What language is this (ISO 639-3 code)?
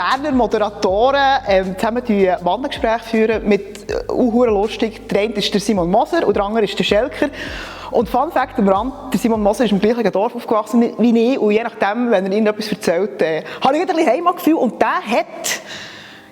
gsw